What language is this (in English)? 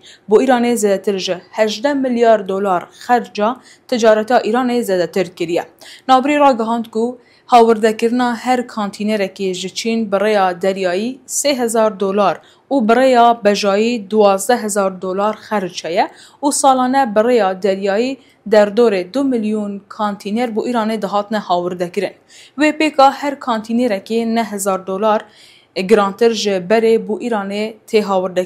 Kurdish